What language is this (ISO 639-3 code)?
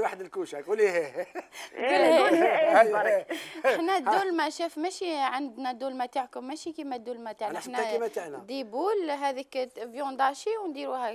arq